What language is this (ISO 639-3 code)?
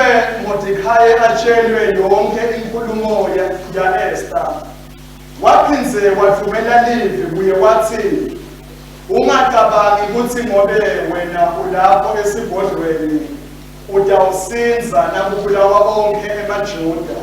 ssw